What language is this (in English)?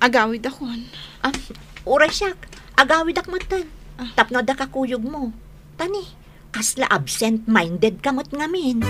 Iloko